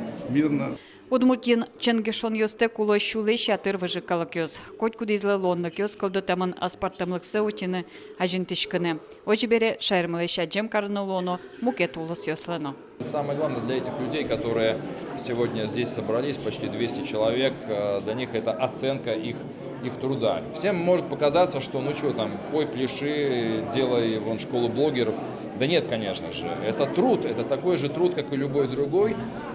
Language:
Udmurt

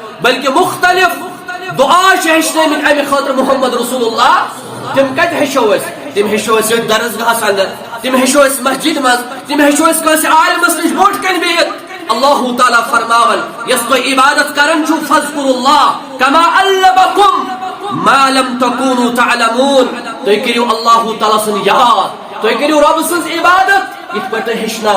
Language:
Kashmiri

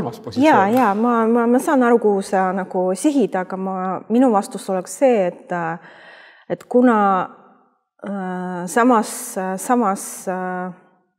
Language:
Estonian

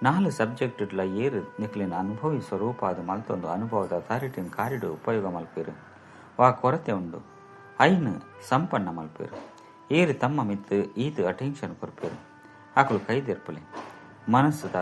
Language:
Tulu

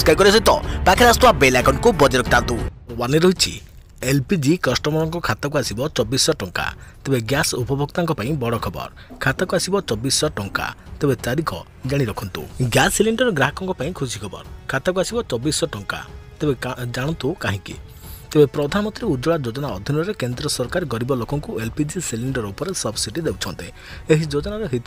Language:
Odia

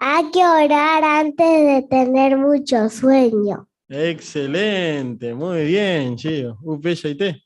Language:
Guarani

